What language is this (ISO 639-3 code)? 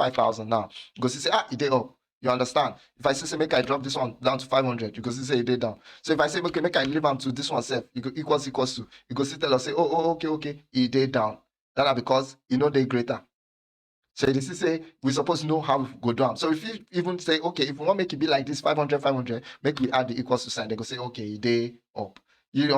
pcm